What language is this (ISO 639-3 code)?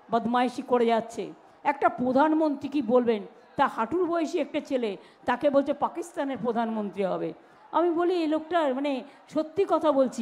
ben